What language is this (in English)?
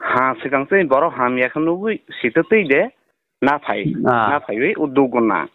Kok Borok